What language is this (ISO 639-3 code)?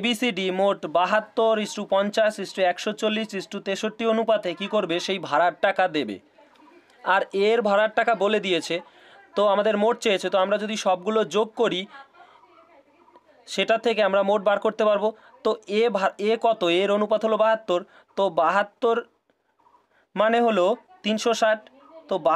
ben